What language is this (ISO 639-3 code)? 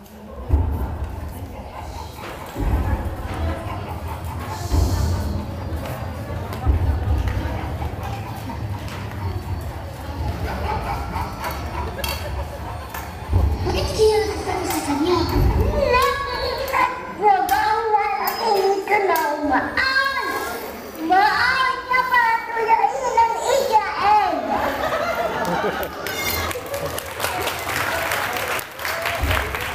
fil